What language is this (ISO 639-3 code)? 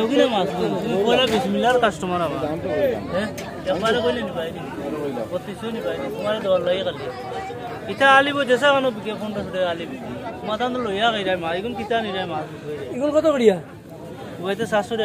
syl